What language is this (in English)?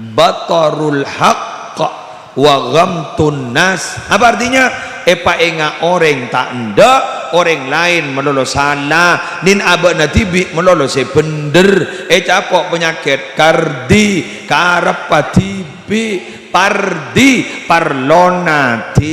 Madurese